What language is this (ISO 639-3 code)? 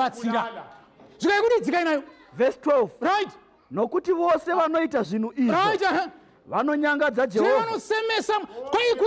sna